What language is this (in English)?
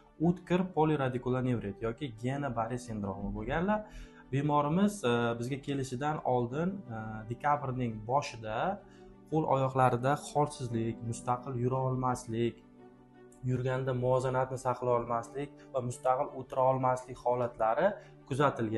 Uzbek